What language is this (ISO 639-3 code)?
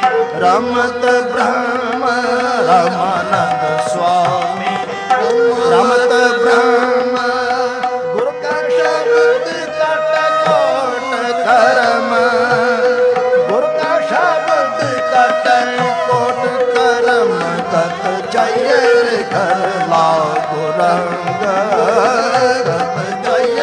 pan